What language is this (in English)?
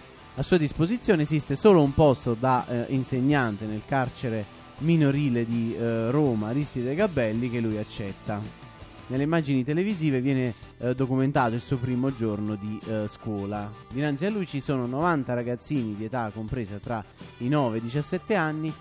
Italian